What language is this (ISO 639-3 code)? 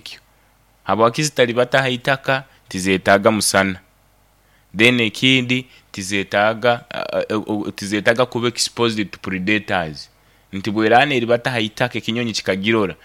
nyo